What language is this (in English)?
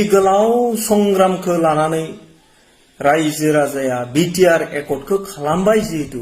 Bodo